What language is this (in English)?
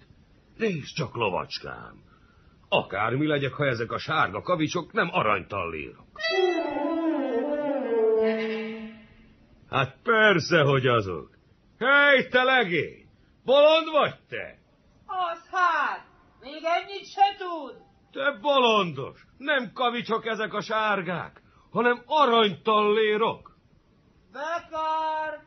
Hungarian